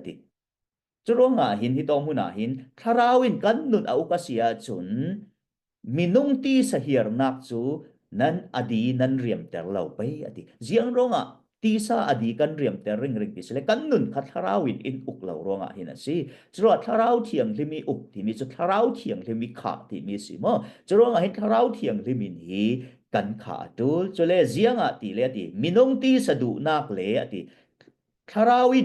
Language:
Falam Chin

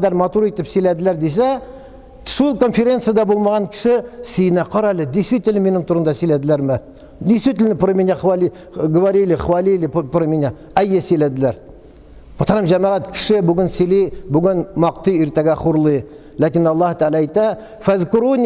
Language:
Tatar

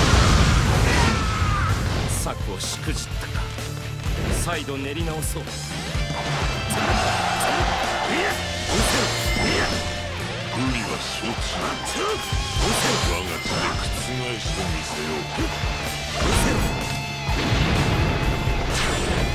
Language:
Japanese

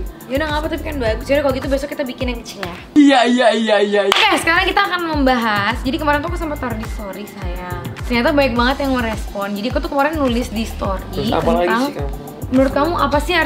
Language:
Indonesian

